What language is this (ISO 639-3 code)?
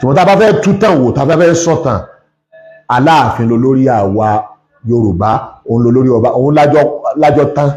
yor